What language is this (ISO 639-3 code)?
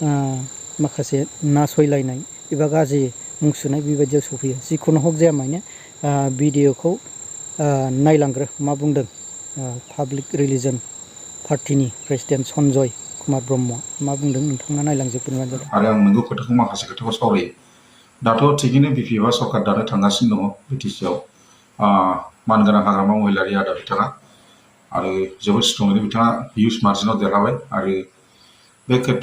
brx